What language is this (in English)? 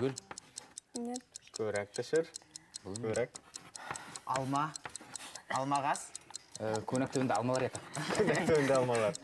Bashkir